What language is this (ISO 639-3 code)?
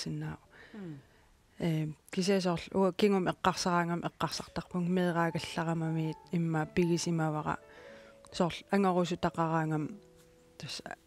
kal